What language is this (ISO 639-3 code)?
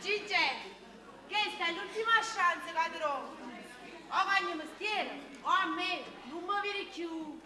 nap